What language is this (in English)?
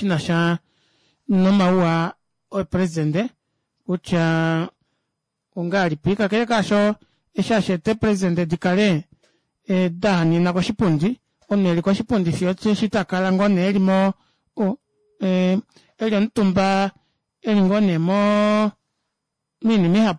Kuanyama